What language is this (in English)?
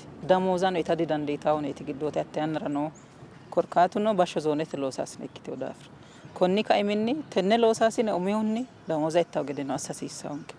Sidamo